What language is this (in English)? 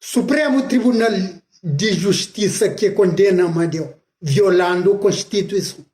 Kabuverdianu